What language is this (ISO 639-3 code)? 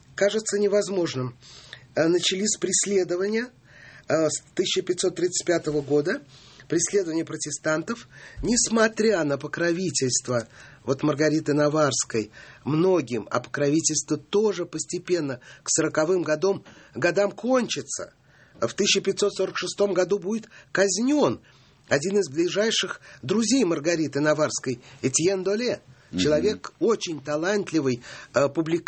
rus